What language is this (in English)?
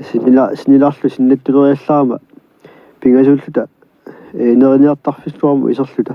Kalaallisut